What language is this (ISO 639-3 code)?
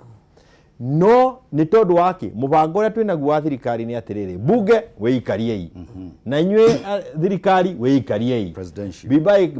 kik